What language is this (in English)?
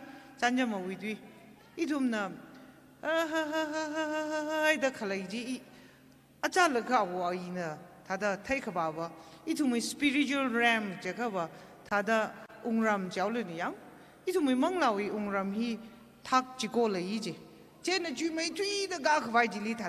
Tangkhul Naga (India)